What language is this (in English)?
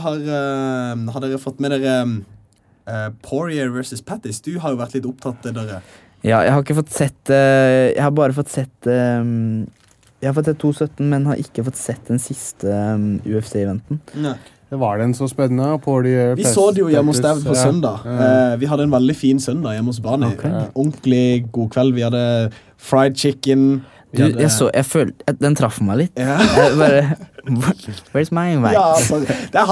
Norwegian